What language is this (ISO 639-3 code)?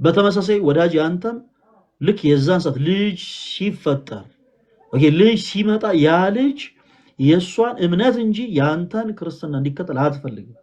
amh